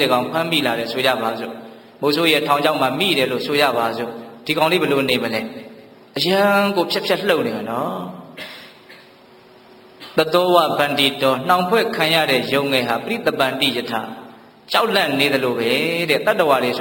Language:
Burmese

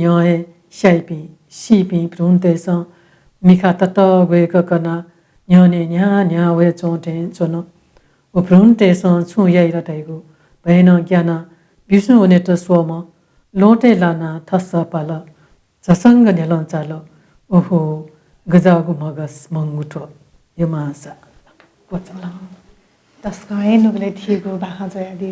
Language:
Newari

